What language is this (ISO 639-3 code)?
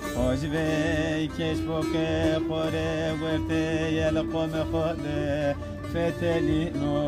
zza